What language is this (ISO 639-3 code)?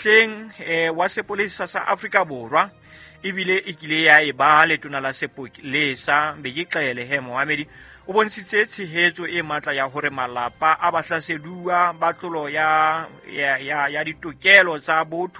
sot